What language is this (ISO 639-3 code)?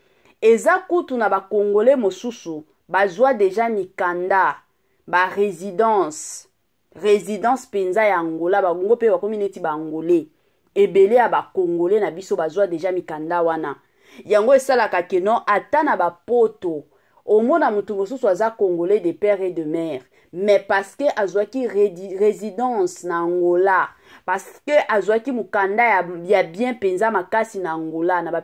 lin